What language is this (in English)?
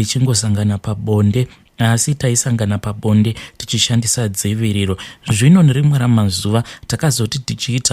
Shona